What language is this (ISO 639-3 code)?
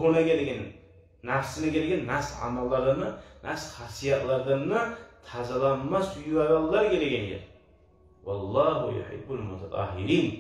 kum